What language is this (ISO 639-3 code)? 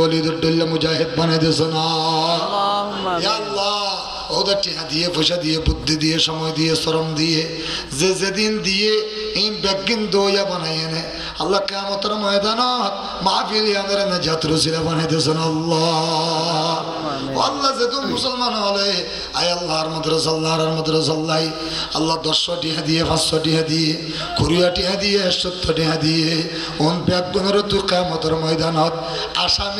rhg